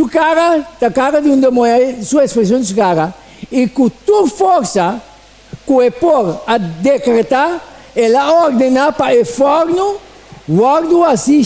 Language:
Papiamento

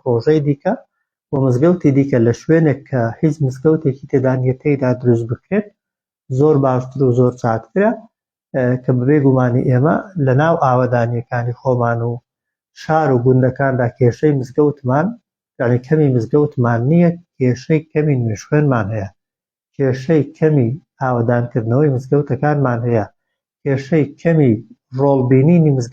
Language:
Central Kurdish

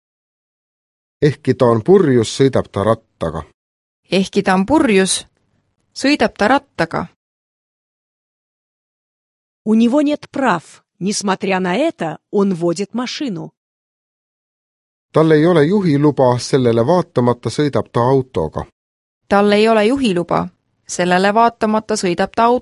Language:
Estonian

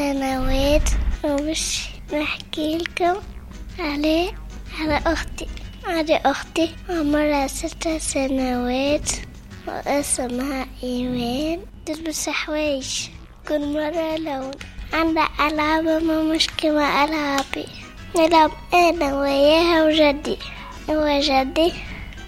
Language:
Tunisian Arabic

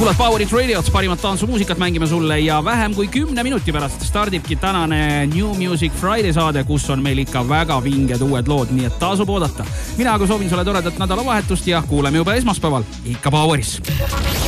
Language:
Estonian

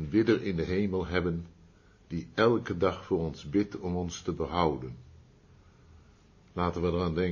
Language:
Dutch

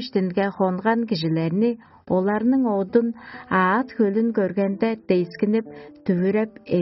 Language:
Tuvinian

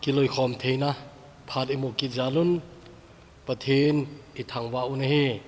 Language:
Thado Chin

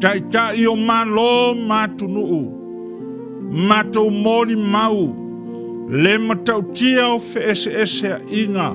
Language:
Samoan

